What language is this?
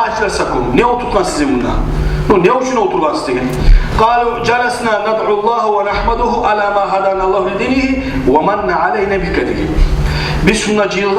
Kumyk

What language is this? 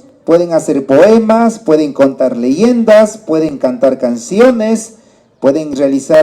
Imbabura Highland Quichua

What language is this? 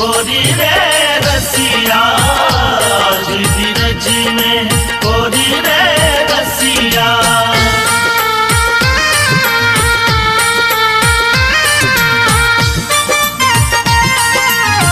Maithili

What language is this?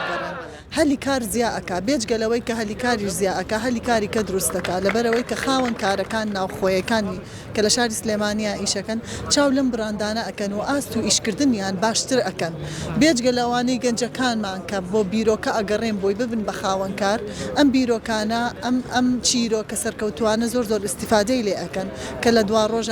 Central Kurdish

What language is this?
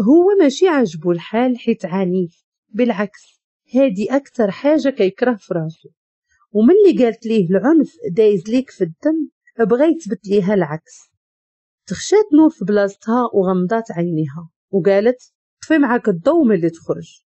Moroccan Arabic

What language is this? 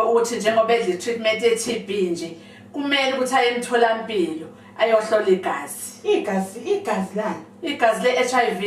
Zulu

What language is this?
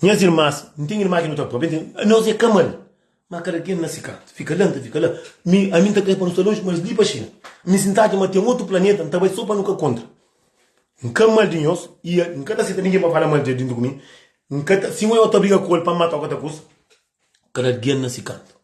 Kabuverdianu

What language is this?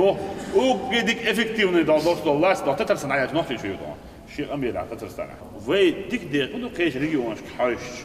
Chechen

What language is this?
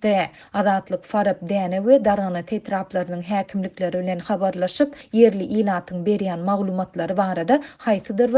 Turkmen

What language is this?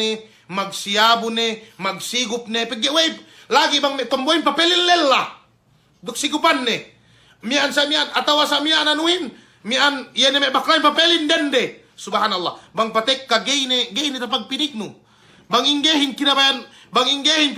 Yakan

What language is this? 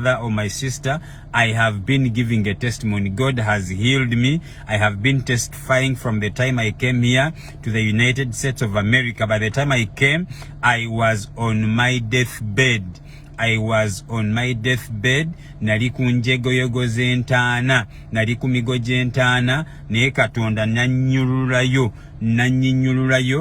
Ganda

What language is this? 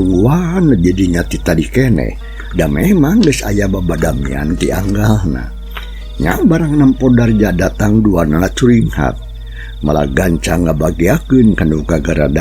Sundanese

